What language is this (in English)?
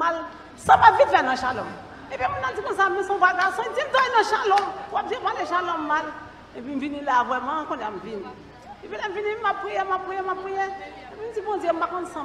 Haitian Creole